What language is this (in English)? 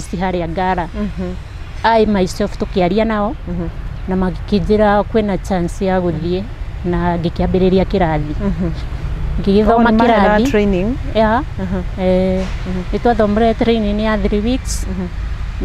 Kikuyu